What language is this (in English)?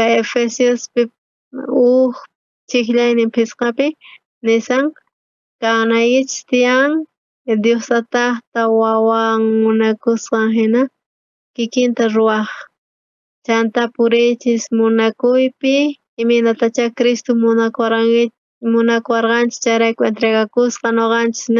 South Bolivian Quechua